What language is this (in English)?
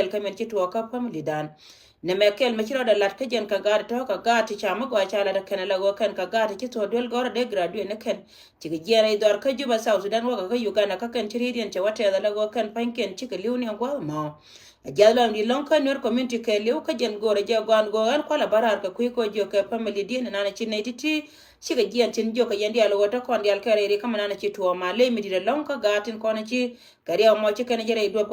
Nuer